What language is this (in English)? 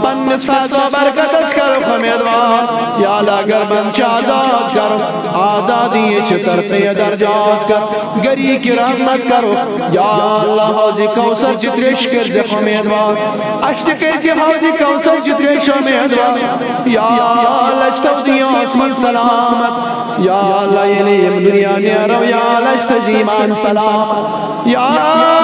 Kashmiri